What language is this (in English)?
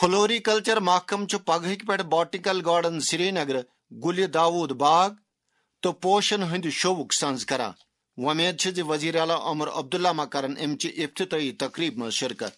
Kashmiri